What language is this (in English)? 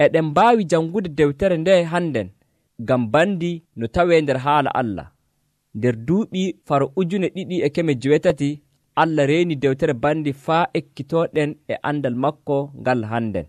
Nigerian Fulfulde